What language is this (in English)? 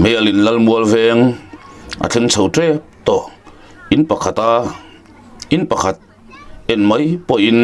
Mizo